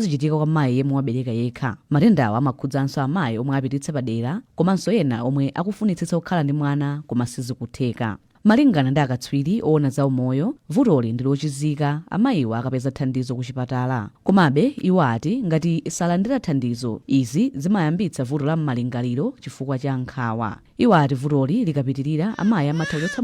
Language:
Nyanja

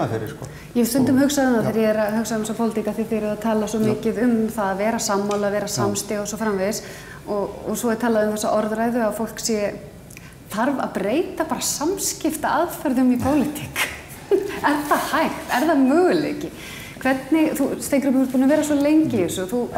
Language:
Icelandic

